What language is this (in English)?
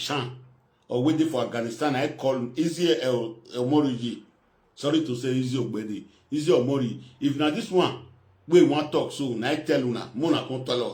Nigerian Pidgin